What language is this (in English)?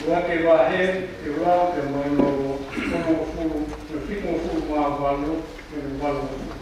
Tongan